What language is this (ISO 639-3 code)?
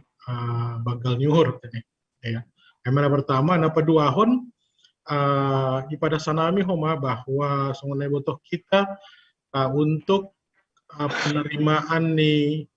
bts